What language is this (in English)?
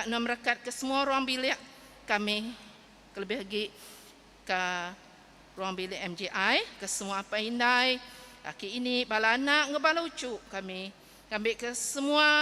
Iban